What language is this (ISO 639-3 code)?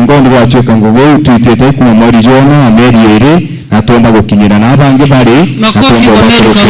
mer